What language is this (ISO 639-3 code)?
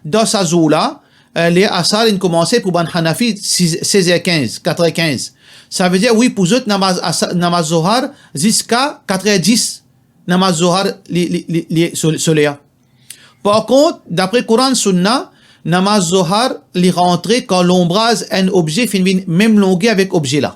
mfe